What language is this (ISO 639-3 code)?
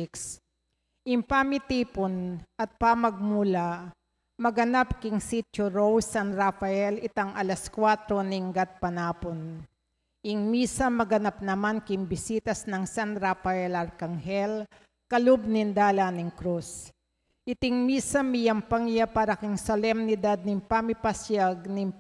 pam